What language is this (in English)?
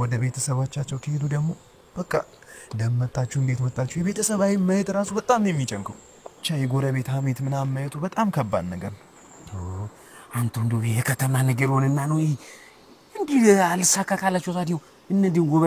Amharic